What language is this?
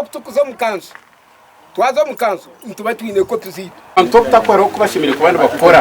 Nyankole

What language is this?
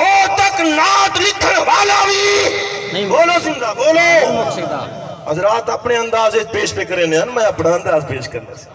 Saraiki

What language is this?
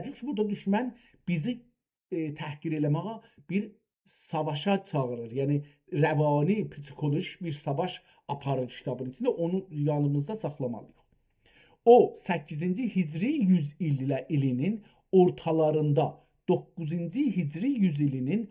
South Azerbaijani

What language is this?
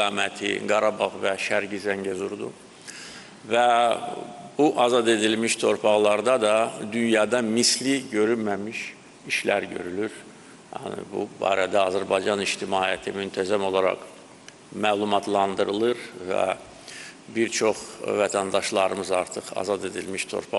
Azerbaijani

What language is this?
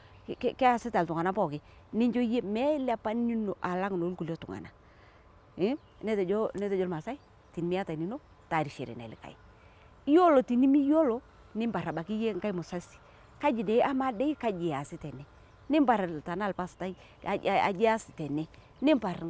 Masai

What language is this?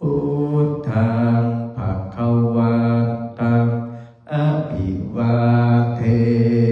Pali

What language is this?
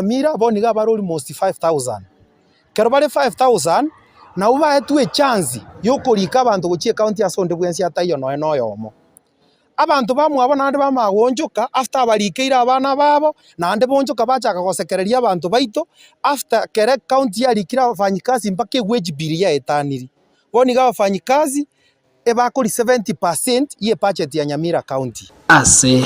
Gusii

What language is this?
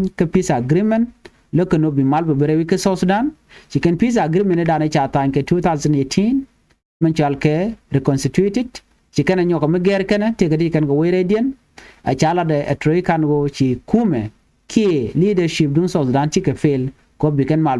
Nuer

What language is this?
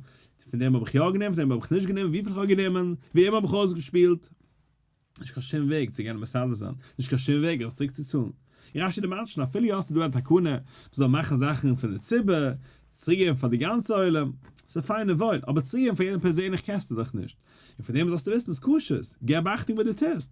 Yiddish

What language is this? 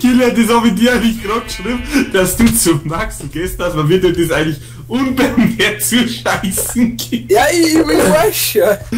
Bavarian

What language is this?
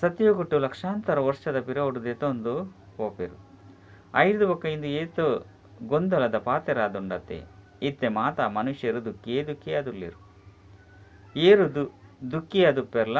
Tulu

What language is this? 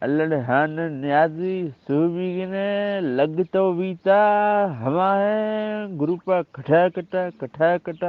Eastern Balochi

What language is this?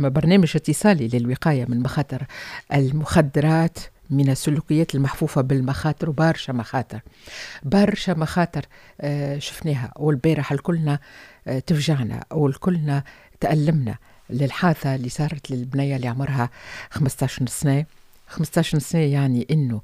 Tunisian Arabic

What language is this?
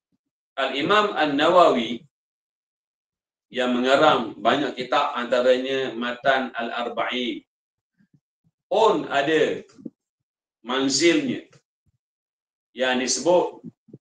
Malay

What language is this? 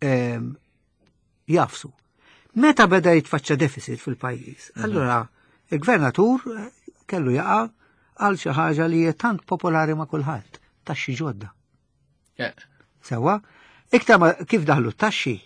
Maltese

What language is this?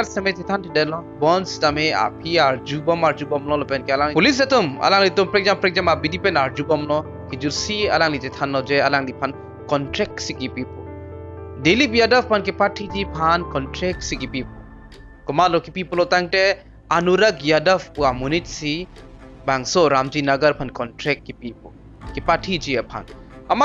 Karbi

